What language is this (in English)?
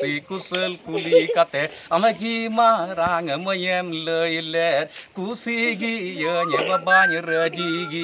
Santali